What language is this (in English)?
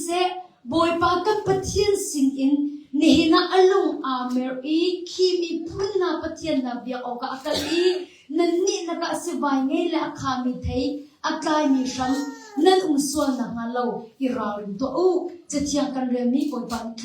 Hakha Chin